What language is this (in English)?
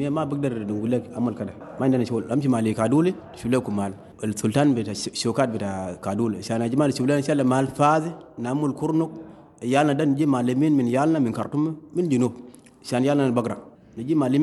Sudanese Arabic